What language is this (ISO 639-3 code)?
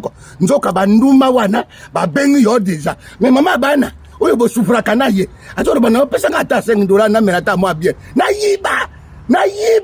lin